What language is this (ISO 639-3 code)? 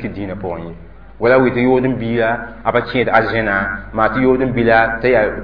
mos